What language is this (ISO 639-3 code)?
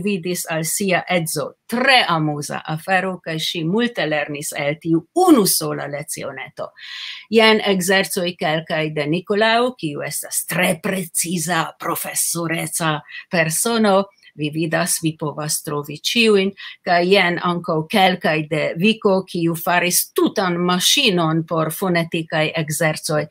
epo